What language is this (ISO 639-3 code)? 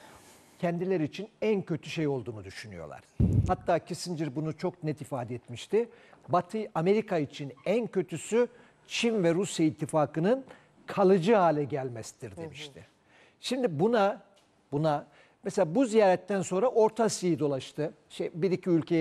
tur